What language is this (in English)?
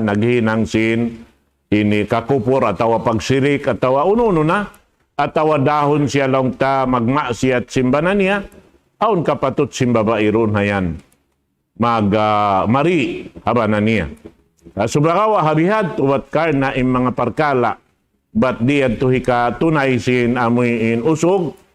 Tausug